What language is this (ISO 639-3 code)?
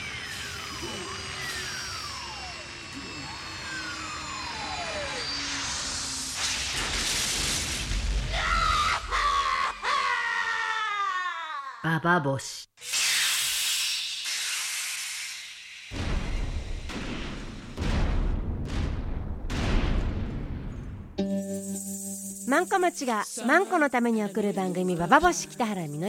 jpn